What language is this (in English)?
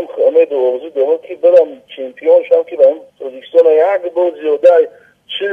Tajik